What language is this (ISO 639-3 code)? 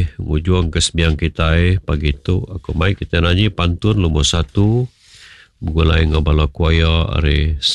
iba